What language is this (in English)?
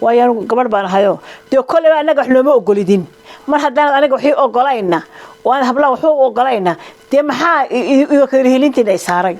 Somali